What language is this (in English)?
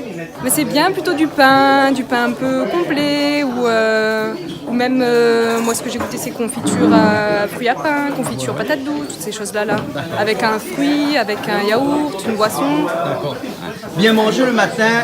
Réunion Creole French